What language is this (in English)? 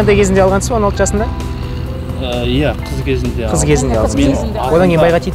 Kazakh